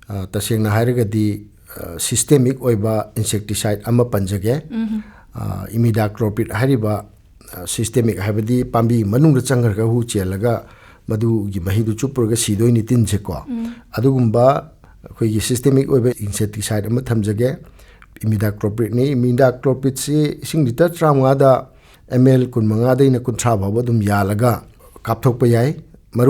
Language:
Manipuri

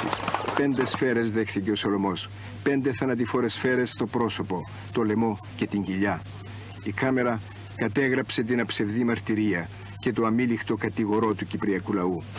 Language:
Greek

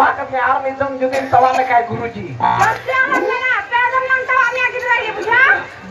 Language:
Santali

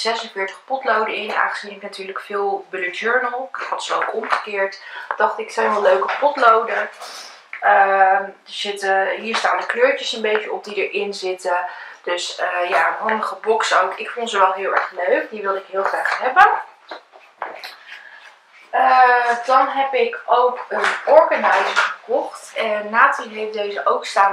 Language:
Dutch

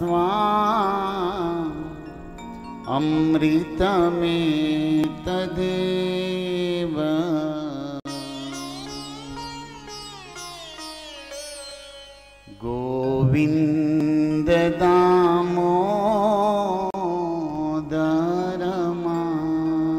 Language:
Gujarati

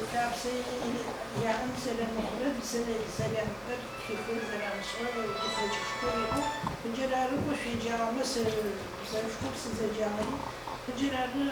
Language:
Adyghe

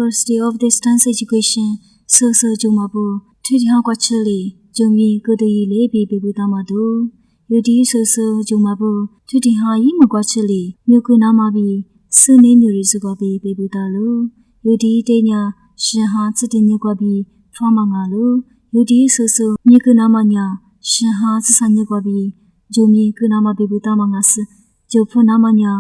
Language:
Lisu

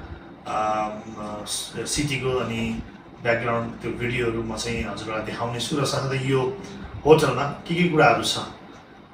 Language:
Nepali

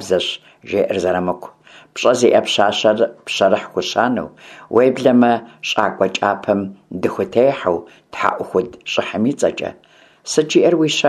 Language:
Kabardian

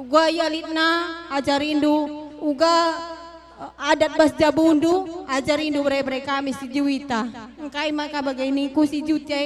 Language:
Batak Karo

